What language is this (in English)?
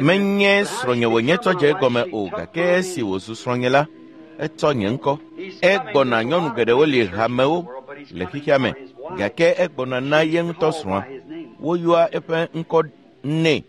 Ewe